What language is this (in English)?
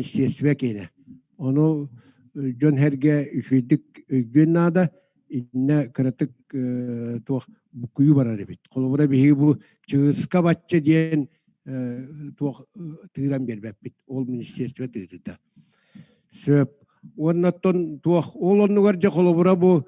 Yakut